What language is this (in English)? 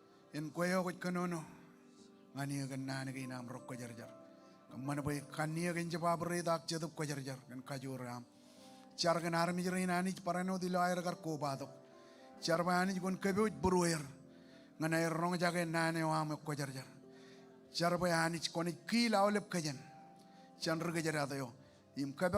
Marshallese